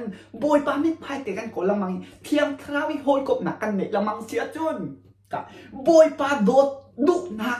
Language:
Hakha Chin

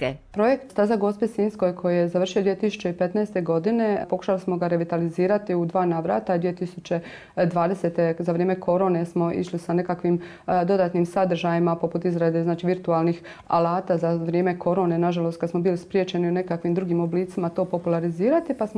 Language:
Croatian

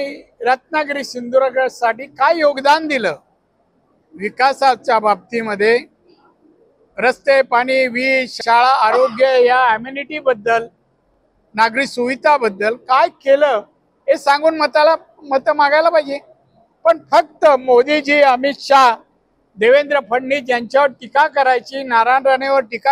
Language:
Marathi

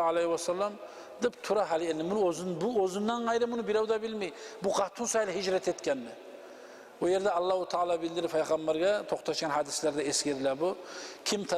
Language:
Kumyk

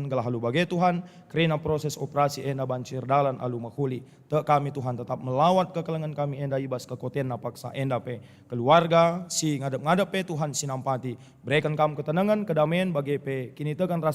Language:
Batak Karo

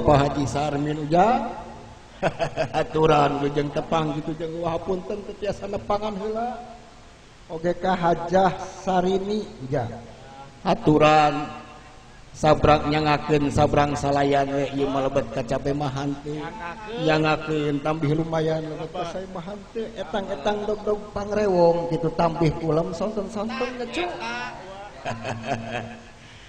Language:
Sundanese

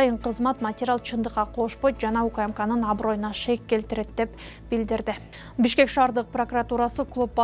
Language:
Kyrgyz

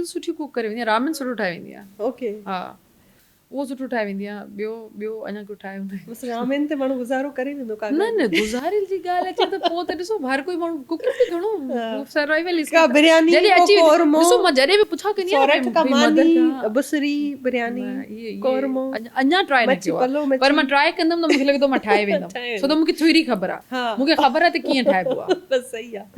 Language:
Sindhi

